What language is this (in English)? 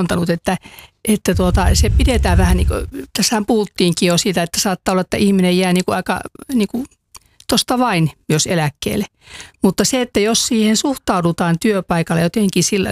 Finnish